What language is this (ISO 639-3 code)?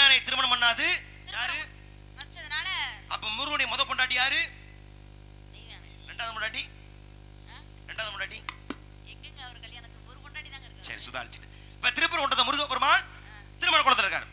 tam